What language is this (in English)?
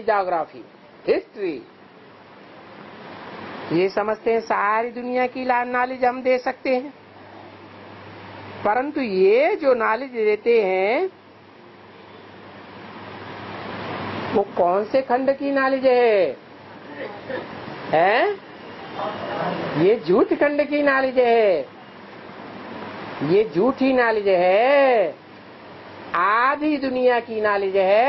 Hindi